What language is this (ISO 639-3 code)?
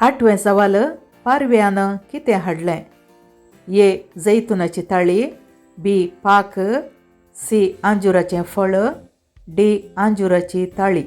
kok